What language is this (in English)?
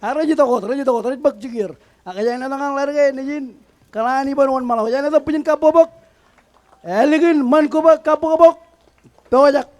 Marshallese